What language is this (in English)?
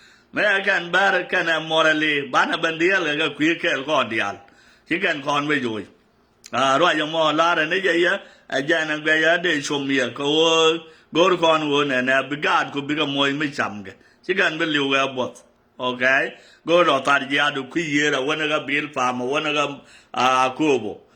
Nuer